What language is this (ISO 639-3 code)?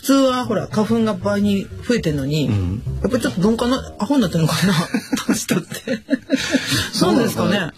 jpn